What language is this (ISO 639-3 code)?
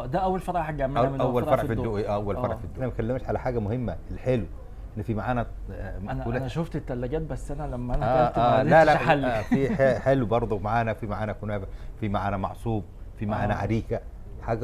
arz